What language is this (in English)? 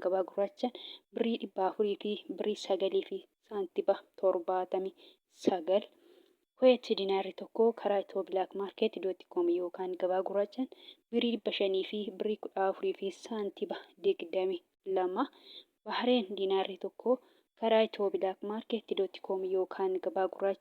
Oromo